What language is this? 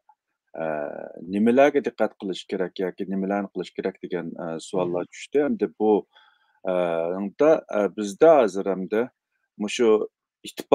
Uyghur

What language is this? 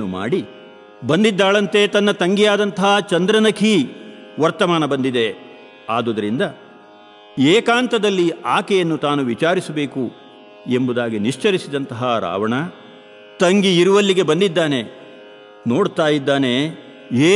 Kannada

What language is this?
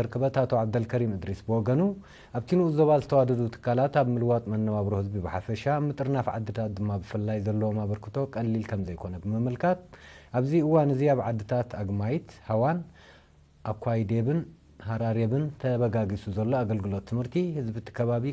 Tigrinya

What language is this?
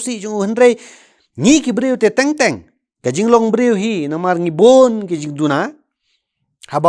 Khasi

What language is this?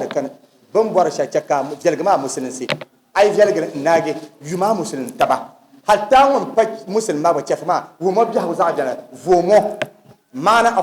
Dagbani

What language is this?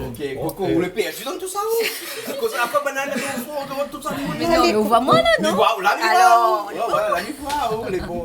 Réunion Creole French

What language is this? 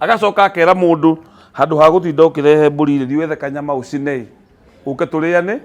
Kikuyu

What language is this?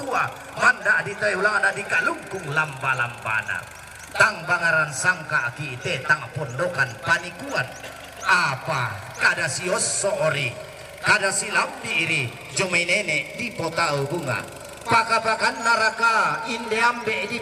Toraja-Sa'dan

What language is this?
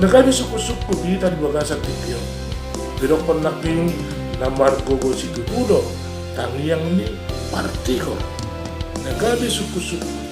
Batak Toba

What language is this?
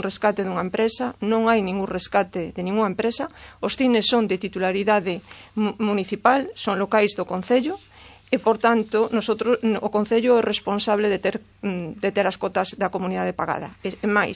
Galician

